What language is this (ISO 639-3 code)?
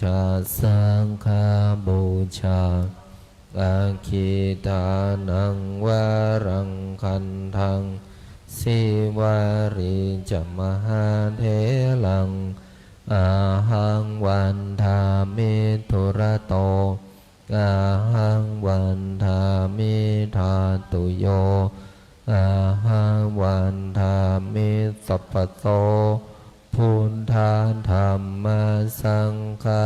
pli